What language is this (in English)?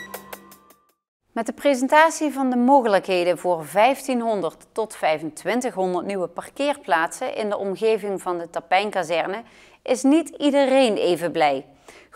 Dutch